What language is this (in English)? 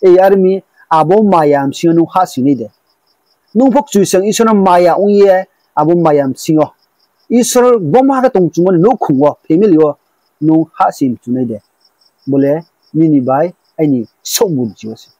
Riang (India)